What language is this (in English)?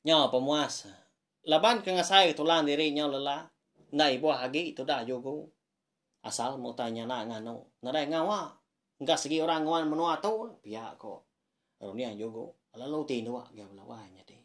Iban